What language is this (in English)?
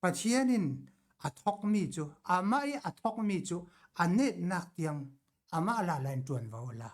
Falam Chin